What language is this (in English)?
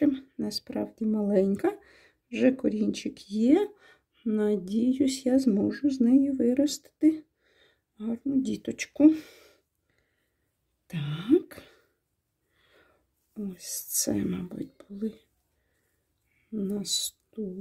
Ukrainian